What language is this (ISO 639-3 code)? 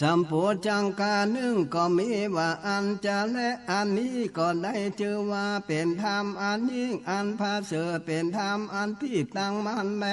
nod